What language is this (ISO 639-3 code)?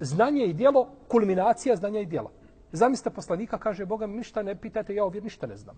bos